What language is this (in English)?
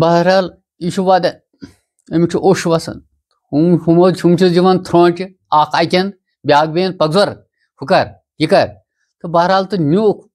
Kashmiri